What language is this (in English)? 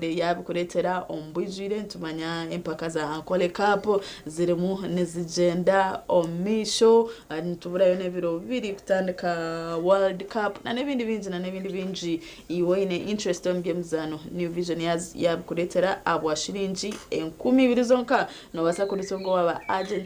Nyankole